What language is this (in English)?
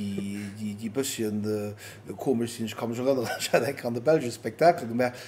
Luxembourgish